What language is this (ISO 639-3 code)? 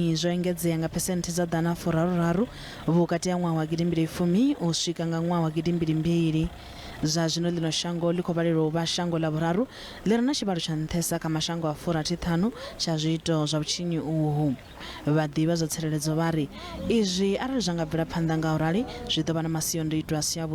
ven